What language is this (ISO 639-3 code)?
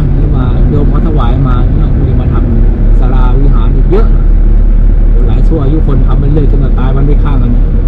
tha